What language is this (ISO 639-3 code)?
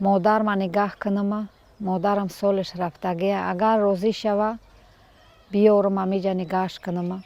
tgk